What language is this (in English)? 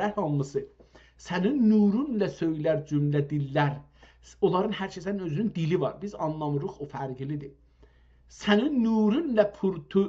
South Azerbaijani